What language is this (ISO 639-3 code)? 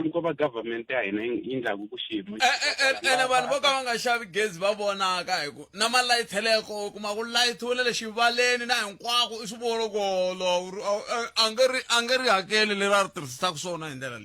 tso